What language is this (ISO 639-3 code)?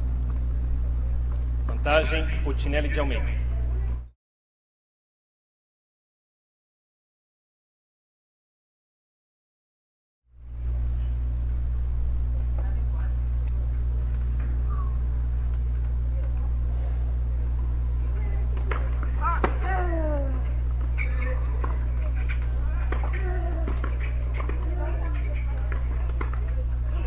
por